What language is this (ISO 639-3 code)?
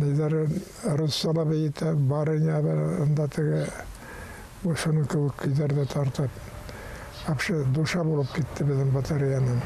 bak